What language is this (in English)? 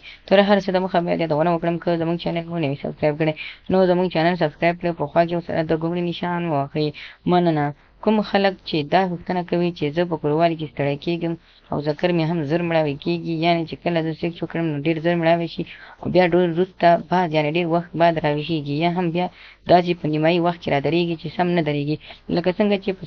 Pashto